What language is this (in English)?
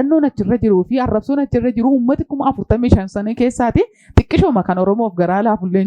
Oromo